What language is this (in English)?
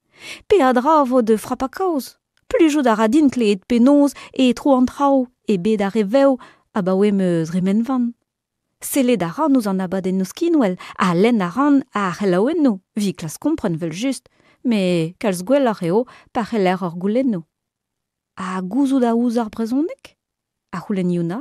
Breton